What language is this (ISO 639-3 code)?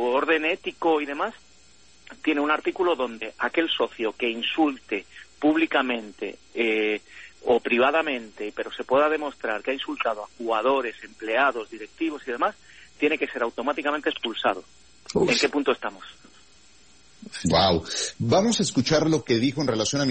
spa